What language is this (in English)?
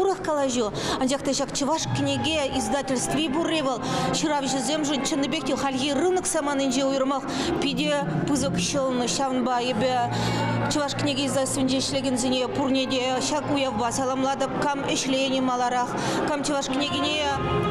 Chuvash